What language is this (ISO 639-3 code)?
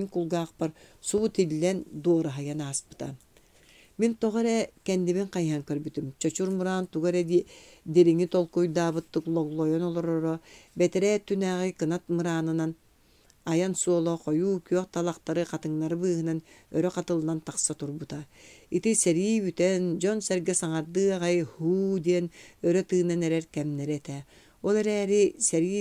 sah